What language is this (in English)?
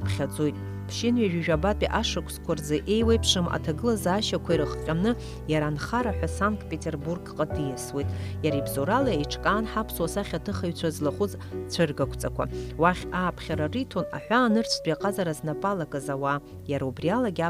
Abkhazian